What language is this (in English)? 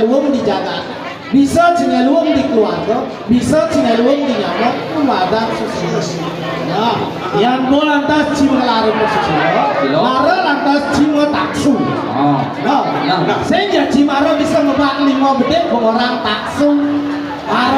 Balinese